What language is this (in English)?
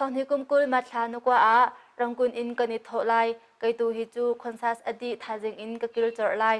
Hakha Chin